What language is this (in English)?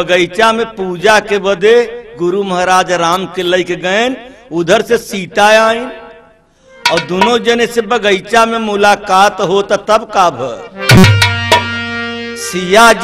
Bhojpuri